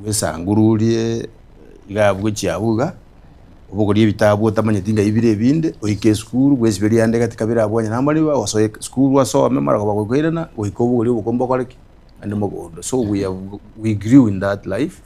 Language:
Gusii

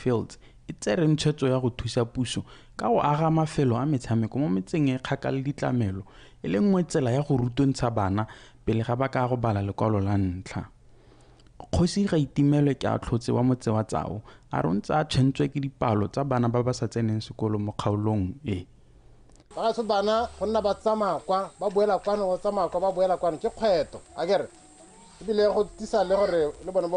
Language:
Tswana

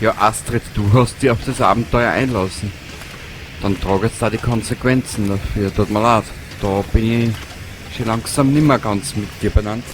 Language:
Bavarian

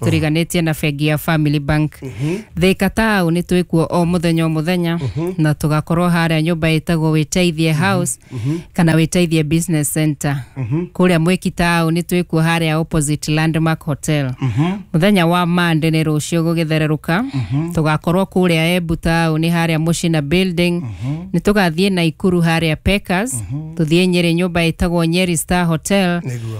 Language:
Kikuyu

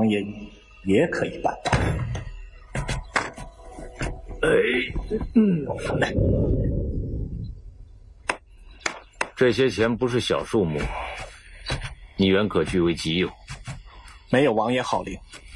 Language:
Chinese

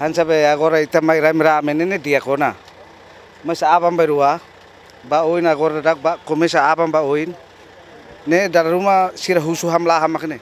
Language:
Tetum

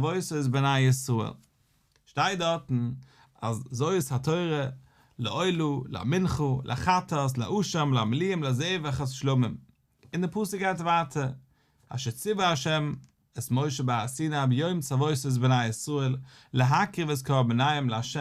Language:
Yiddish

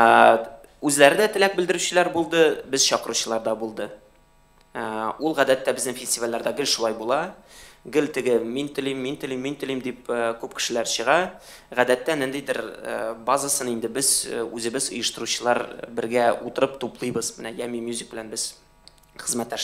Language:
Tatar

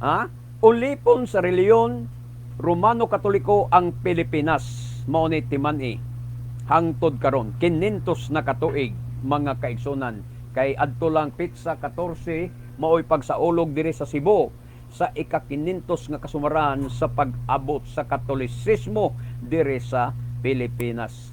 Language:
Cebuano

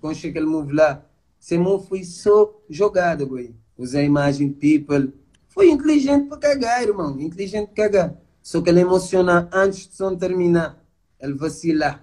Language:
Kabuverdianu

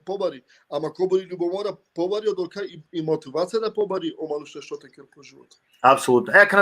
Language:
Balkan Romani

